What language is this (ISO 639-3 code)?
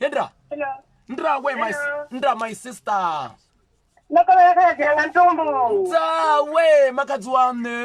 ven